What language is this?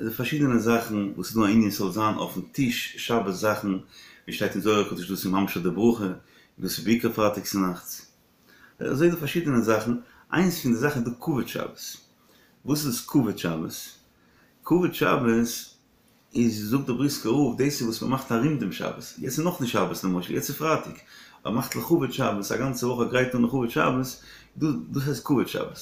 Yiddish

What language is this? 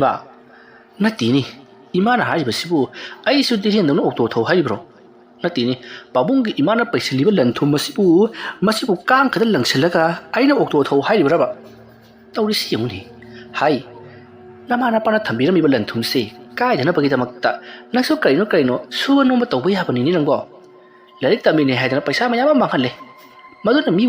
Manipuri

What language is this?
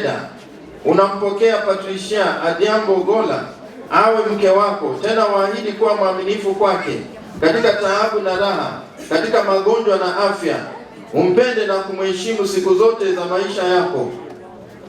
Swahili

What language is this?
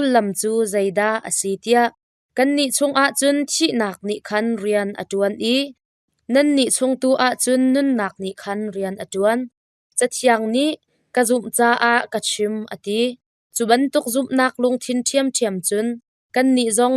Hakha Chin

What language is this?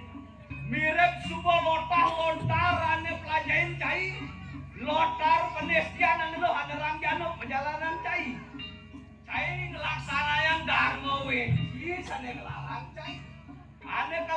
Balinese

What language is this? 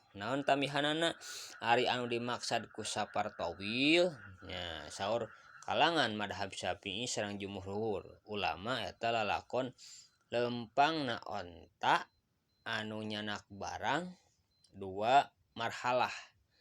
Sundanese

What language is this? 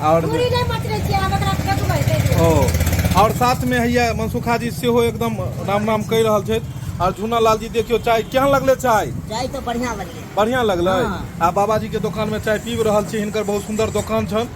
Maithili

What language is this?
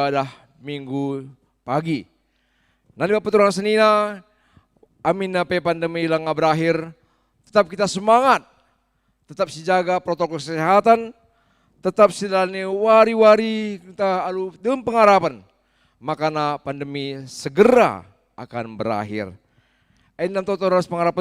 Batak Karo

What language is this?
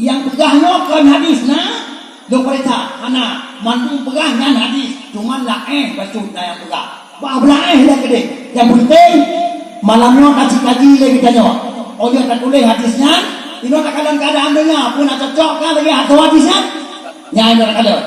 Achinese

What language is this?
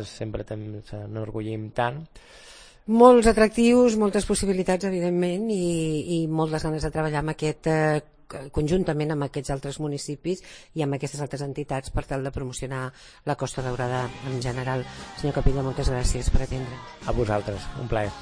Catalan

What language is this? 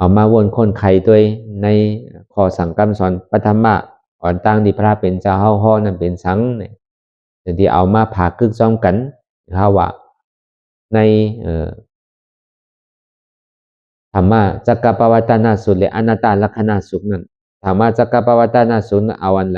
Shan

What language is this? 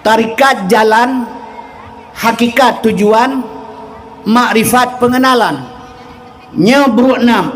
Achinese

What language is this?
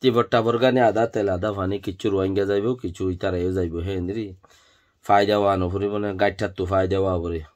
Rohingya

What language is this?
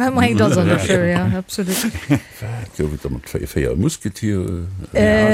Luxembourgish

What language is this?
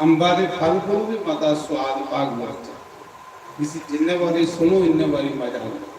Dogri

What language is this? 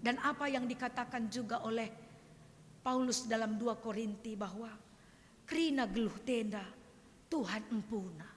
Batak Karo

